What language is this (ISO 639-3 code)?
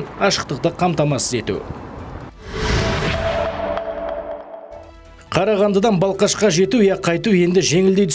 kaz